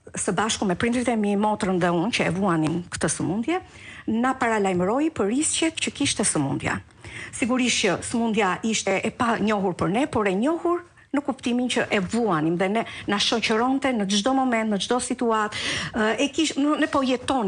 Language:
Albanian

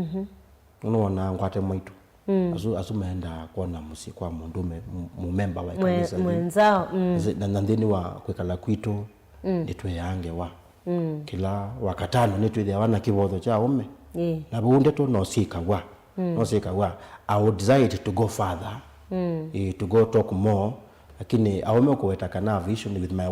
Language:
Kamba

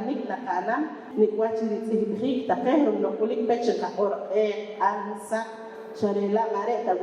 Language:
Poqomchi'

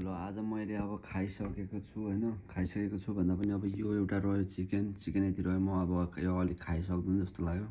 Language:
Nepali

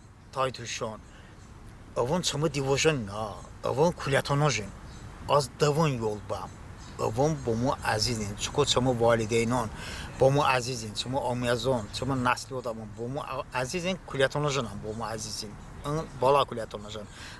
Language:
Talysh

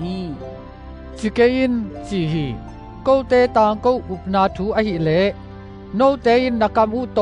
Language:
Tedim Chin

